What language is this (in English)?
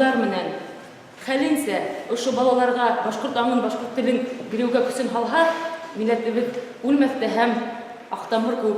Bashkir